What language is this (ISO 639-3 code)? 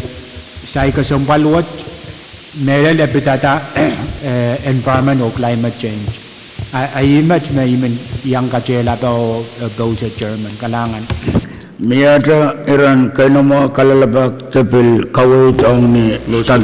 pon